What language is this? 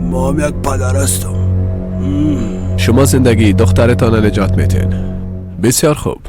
Persian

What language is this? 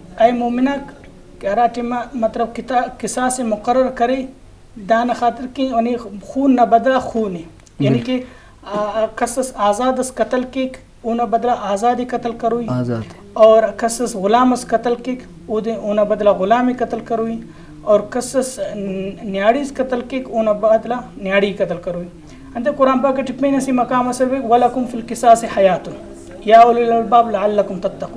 Brahui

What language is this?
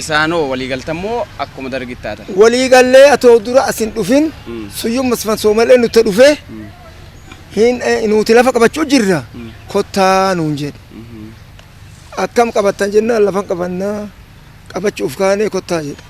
Oromo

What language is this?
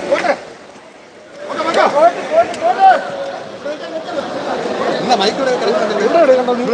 Malayalam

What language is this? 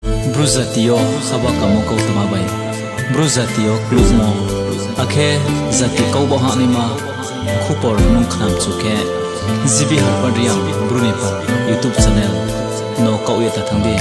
Riang (India)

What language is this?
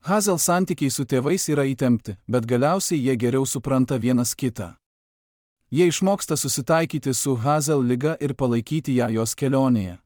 Lithuanian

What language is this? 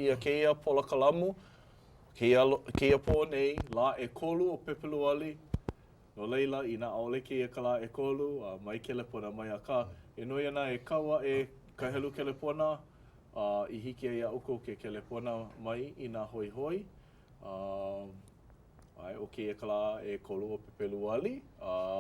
Hawaiian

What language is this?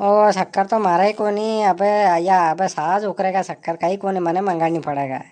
Rajasthani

